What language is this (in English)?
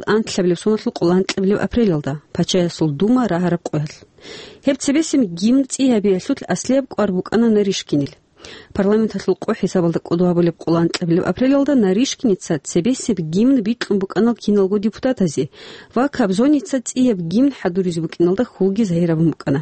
Avaric